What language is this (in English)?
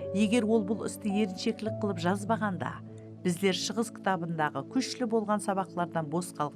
Kara-Kalpak